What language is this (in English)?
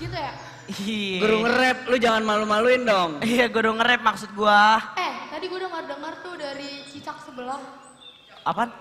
Betawi